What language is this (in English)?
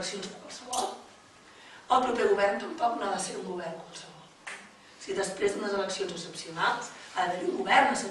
Catalan